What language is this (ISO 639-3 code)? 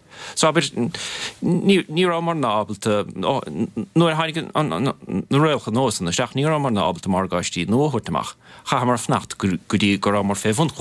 gle